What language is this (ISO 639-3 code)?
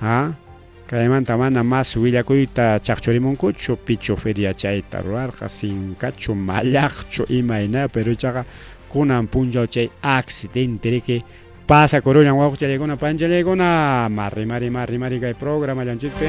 quy